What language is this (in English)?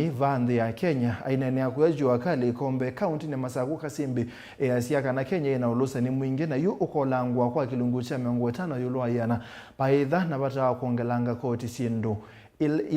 Kamba